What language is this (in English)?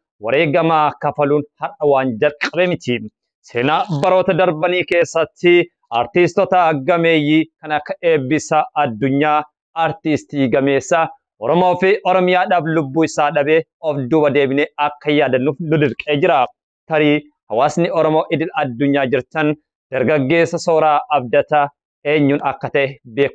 Oromo